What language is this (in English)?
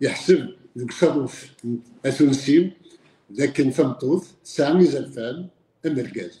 Kabyle